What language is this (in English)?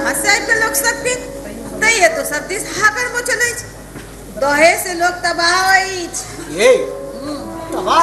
Maithili